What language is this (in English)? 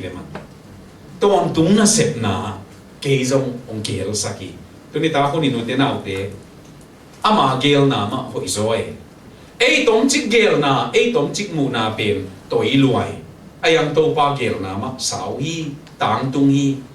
Tedim Chin